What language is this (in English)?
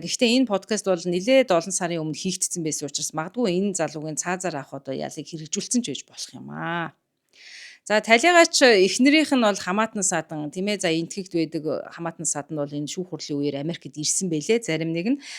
Mongolian